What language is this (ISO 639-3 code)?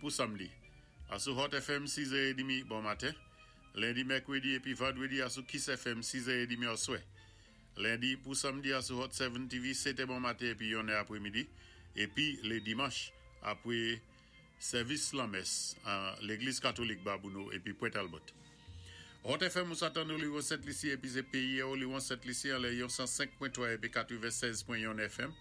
acf